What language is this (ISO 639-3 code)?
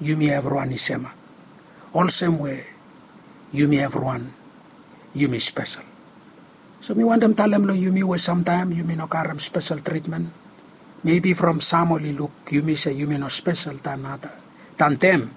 bis